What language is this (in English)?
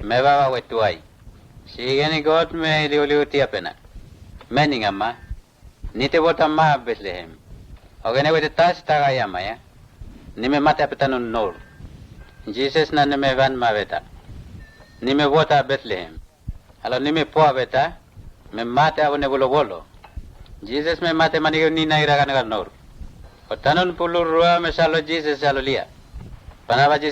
Mota